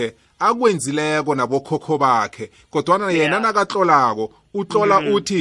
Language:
South Ndebele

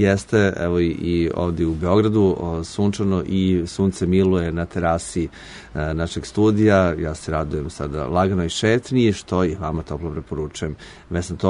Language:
Serbian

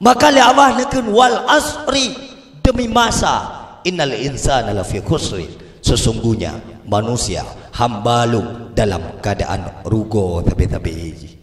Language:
Achinese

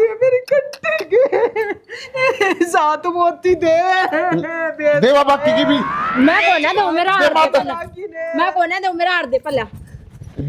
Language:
Haryanvi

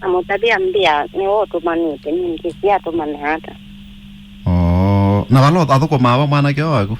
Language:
Kamba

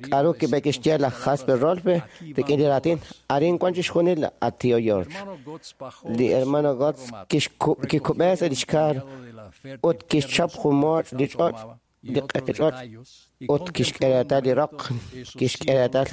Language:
Kekchí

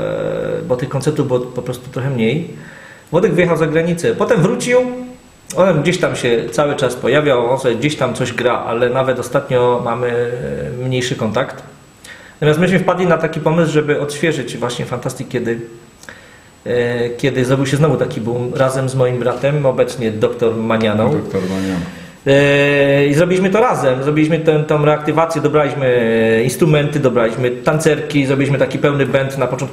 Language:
Polish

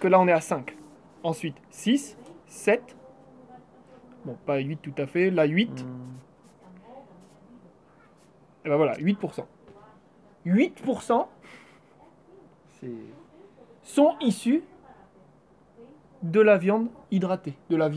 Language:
French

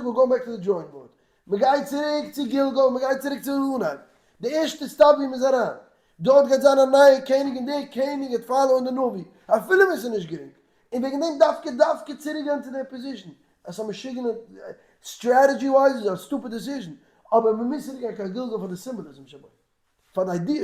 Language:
Yiddish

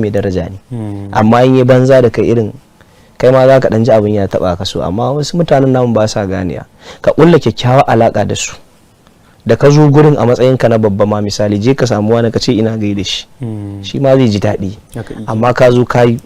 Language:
Hausa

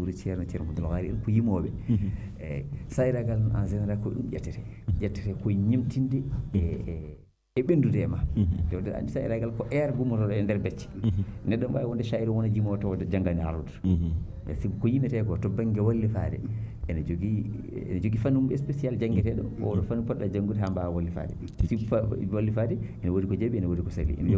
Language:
Fula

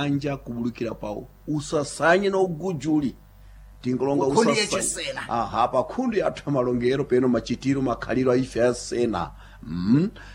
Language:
Sena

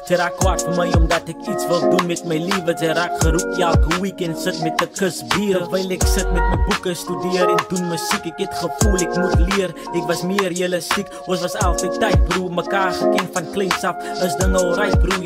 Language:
Afrikaans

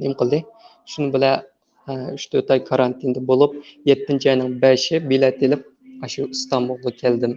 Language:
Uyghur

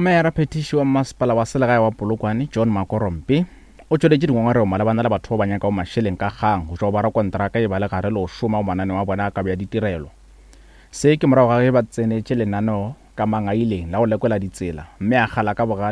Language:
Northern Sotho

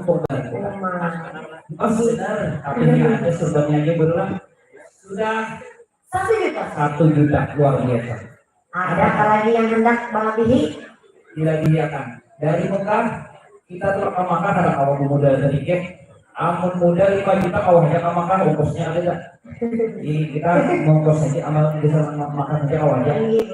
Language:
Banjar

